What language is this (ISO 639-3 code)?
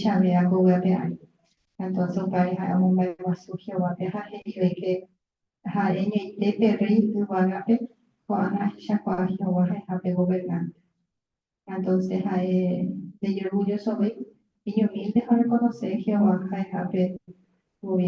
grn